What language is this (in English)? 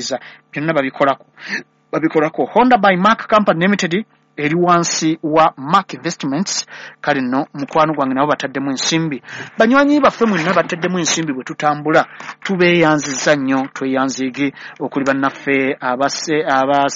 Ganda